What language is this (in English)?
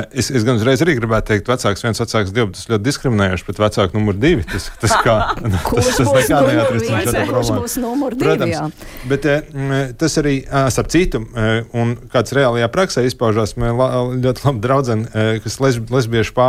Latvian